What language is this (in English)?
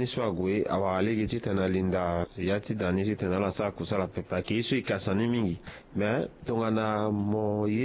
Sango